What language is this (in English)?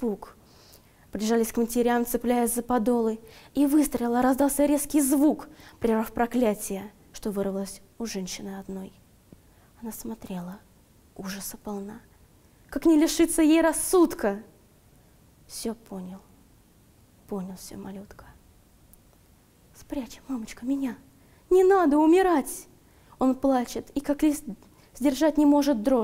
Russian